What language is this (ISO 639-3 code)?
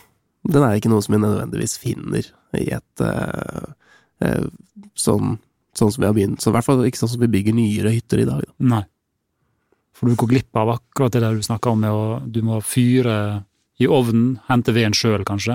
nor